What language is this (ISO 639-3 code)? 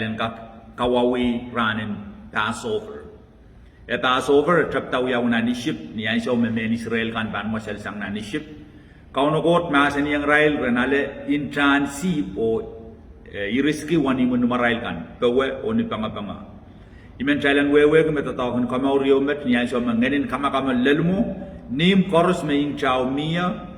pon